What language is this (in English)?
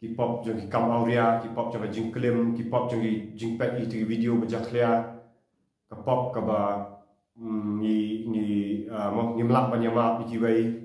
Khasi